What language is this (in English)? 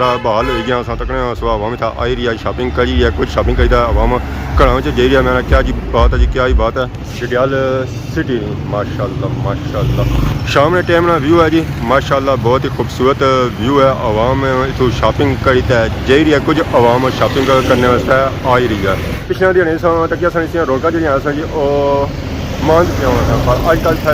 Pahari-Potwari